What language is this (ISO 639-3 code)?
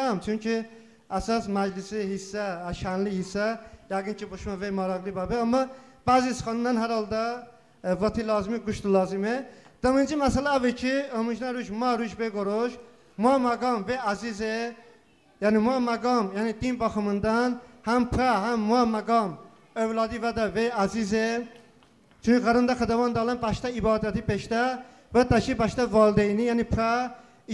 tly